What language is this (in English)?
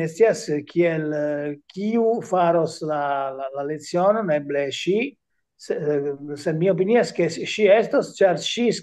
Esperanto